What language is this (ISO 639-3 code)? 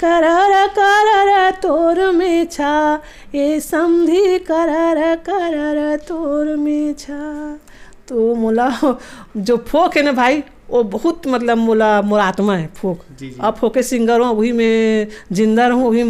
hne